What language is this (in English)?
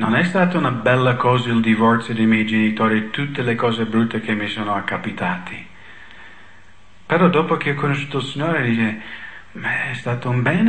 Italian